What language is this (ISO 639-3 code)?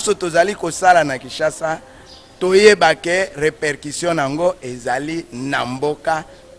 lin